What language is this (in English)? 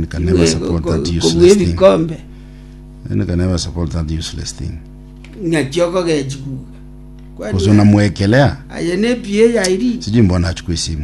Gusii